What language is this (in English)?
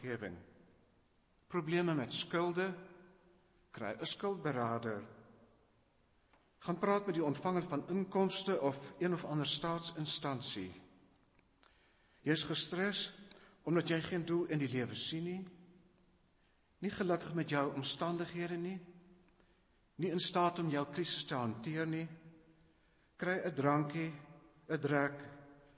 Afrikaans